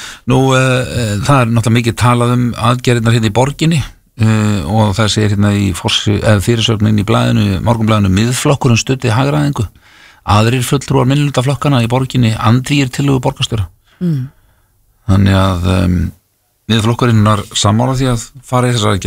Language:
Icelandic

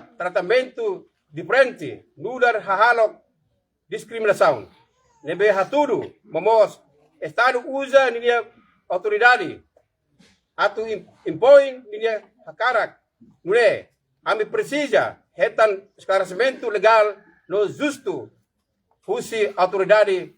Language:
Tetum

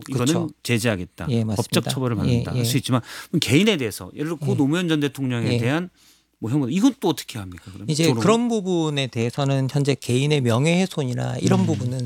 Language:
Korean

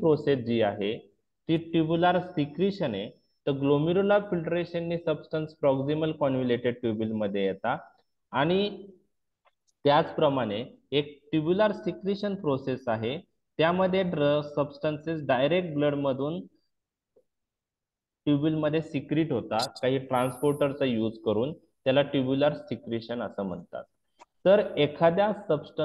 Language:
Marathi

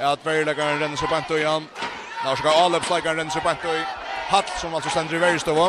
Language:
Faroese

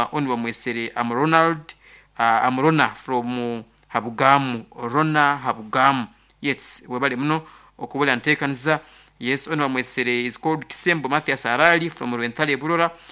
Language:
Nyoro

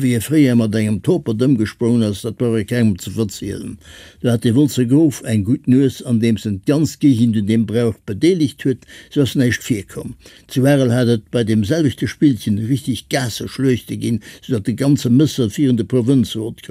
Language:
Luxembourgish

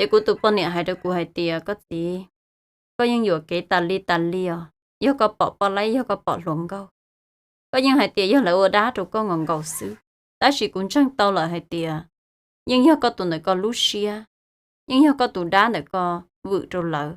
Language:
Hmong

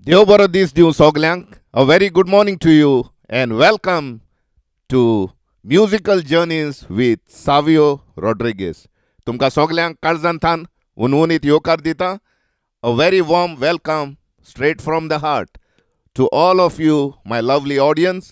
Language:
Konkani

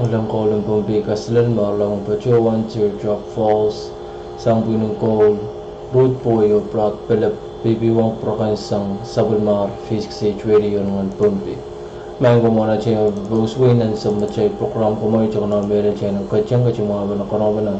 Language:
Pohnpeian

